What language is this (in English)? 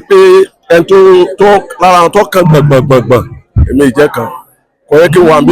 Yoruba